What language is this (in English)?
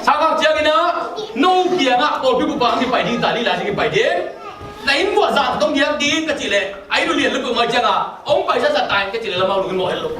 Tedim Chin